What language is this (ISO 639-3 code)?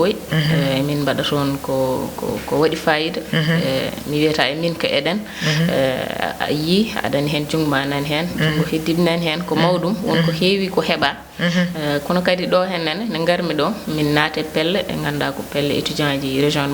ful